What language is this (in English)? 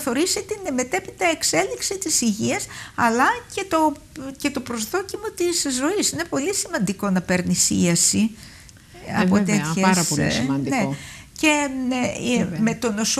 Greek